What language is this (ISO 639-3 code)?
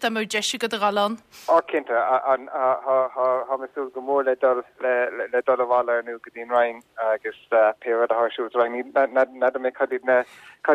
gle